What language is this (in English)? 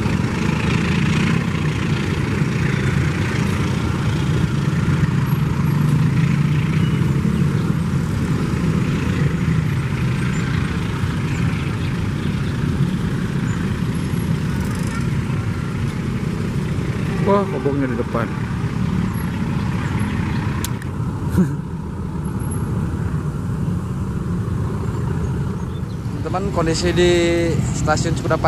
Indonesian